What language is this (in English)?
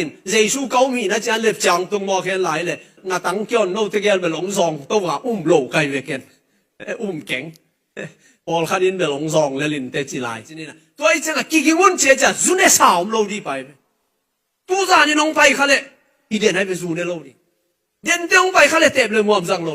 Tedim Chin